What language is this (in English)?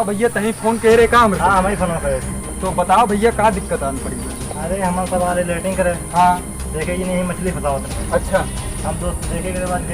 Awadhi